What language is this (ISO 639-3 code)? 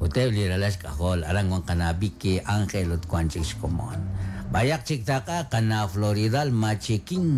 kek